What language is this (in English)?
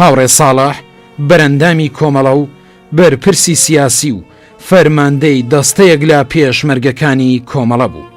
Central Kurdish